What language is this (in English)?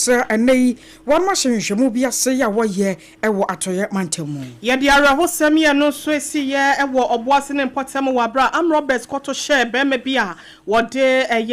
Akan